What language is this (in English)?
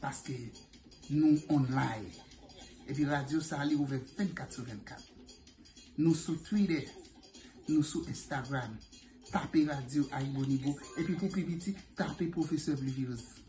Haitian Creole